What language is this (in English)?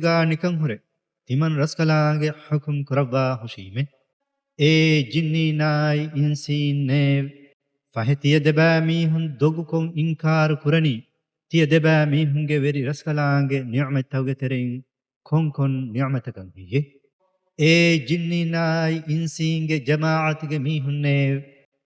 Divehi